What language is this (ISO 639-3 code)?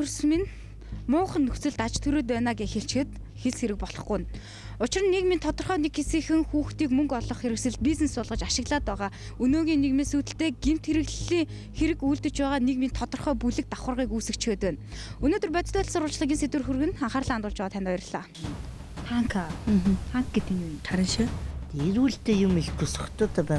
mon